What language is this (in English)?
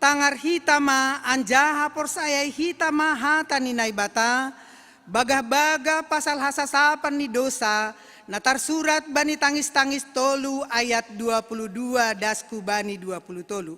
Batak Simalungun